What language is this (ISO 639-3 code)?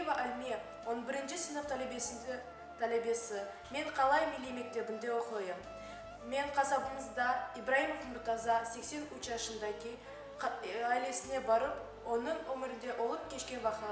crh